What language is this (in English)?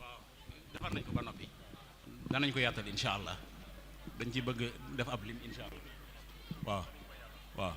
Wolof